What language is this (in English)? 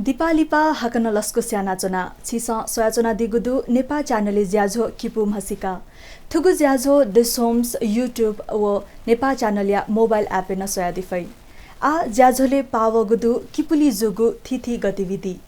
Newari